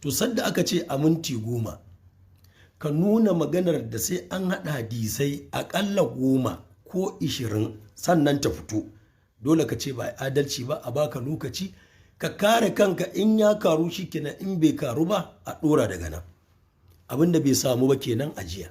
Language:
Hausa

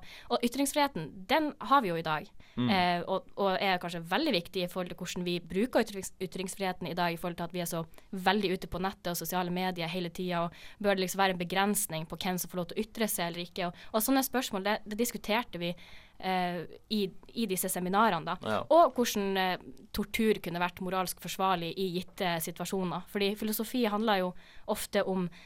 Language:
Norwegian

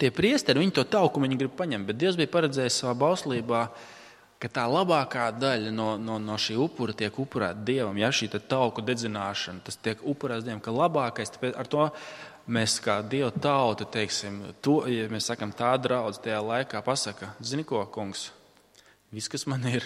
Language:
Latvian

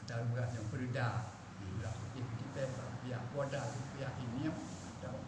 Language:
Achinese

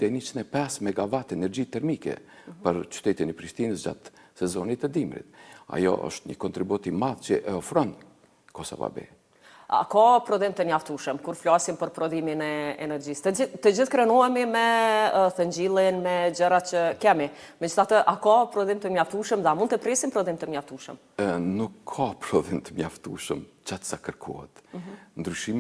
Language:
Albanian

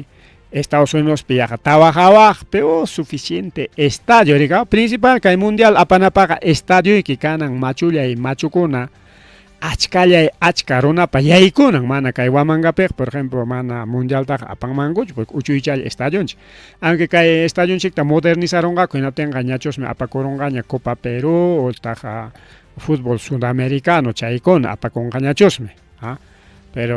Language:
Ayacucho Quechua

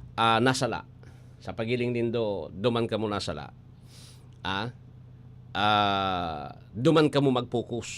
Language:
Bikol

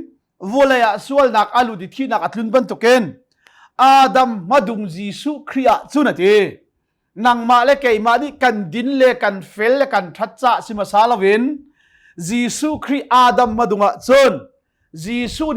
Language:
Hakha Chin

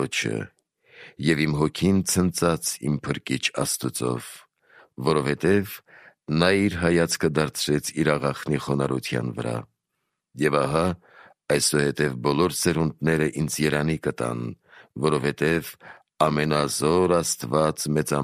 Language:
Armenian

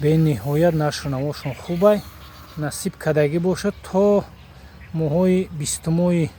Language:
Tajik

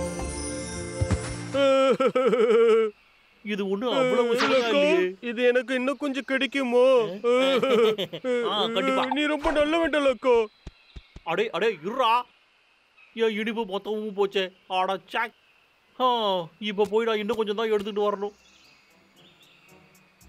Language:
Tamil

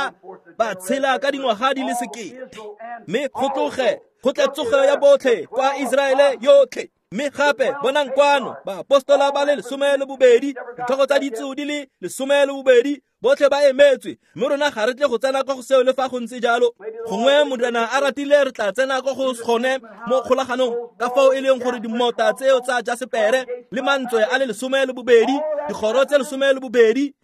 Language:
Tswana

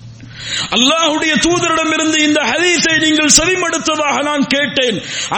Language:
Tamil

